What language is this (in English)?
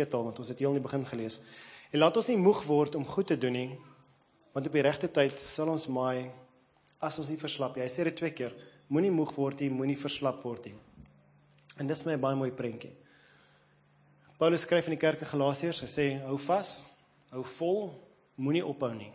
Afrikaans